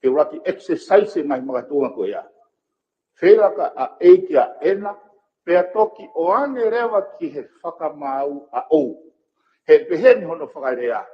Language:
Tongan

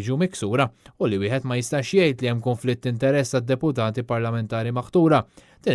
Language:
Maltese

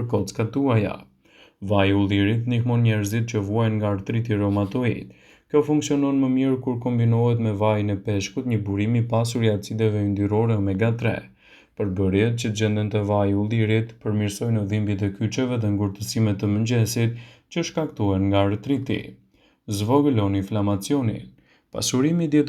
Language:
Albanian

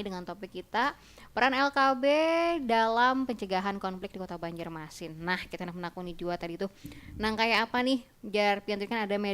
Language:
Banjar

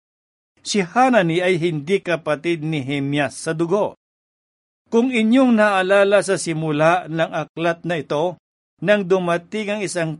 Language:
Filipino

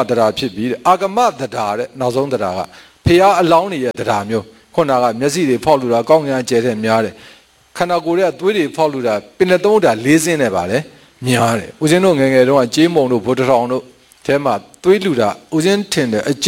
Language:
Burmese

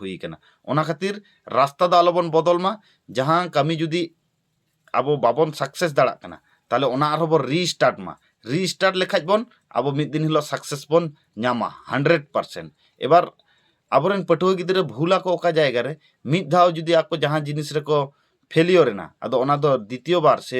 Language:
Santali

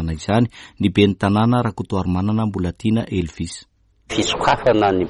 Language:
Malagasy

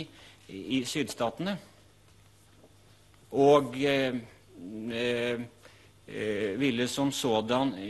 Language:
Norwegian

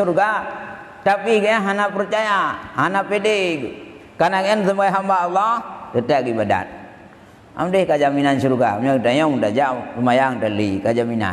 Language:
Achinese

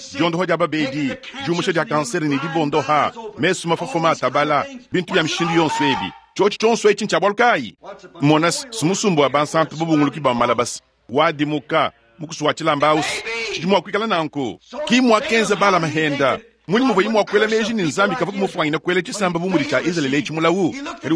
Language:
Luba-Lulua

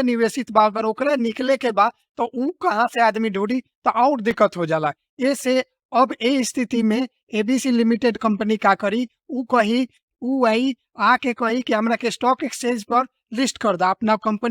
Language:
Bhojpuri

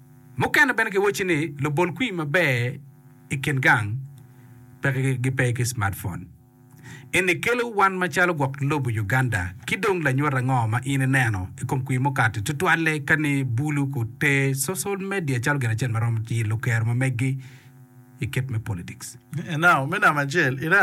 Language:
Acoli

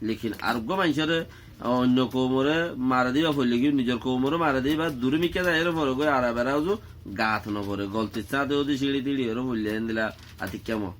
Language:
Rohingya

